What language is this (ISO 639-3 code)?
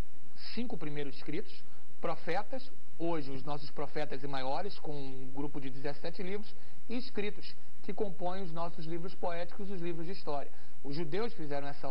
por